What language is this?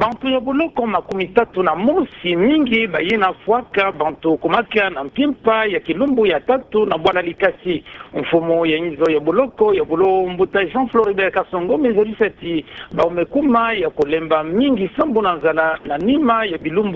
Kituba (Democratic Republic of Congo)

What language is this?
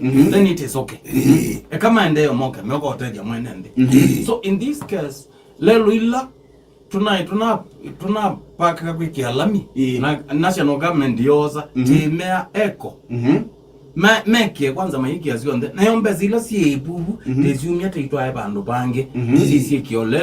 Kamba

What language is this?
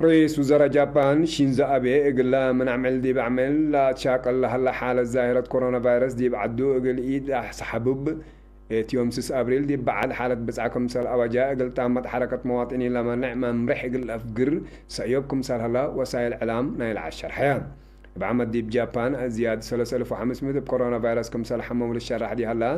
Tigre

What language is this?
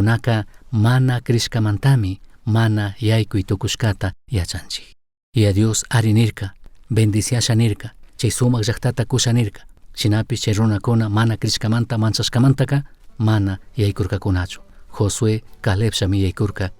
Chimborazo Highland Quichua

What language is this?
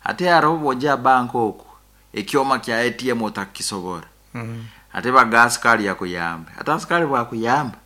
Nyankole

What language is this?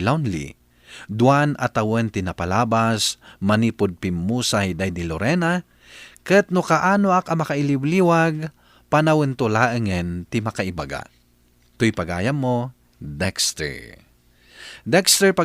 Iloko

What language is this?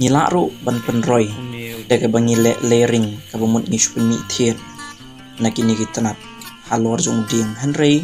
Khasi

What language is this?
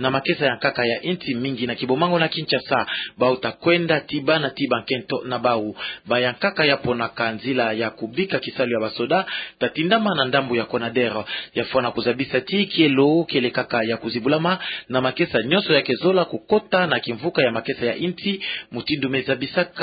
Kituba (Democratic Republic of Congo)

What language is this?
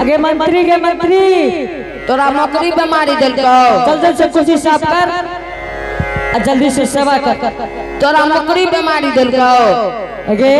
Angika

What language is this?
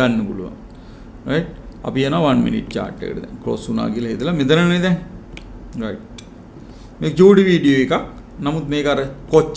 Sinhala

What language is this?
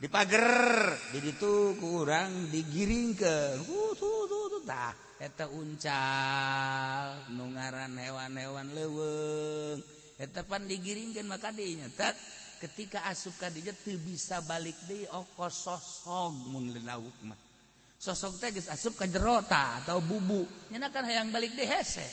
Sundanese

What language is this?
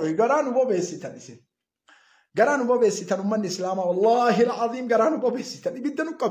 Oromo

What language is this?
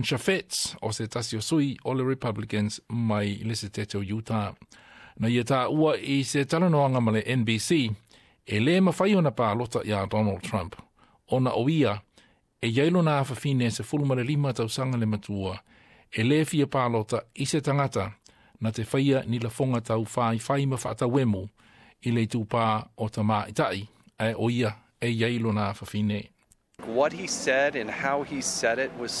Samoan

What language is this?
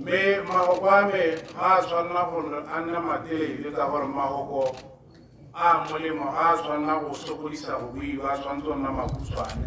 Tswana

